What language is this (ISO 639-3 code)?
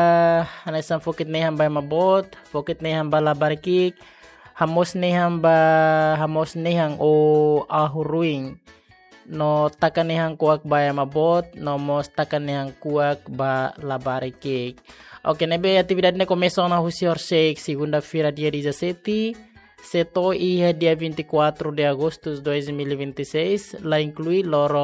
tet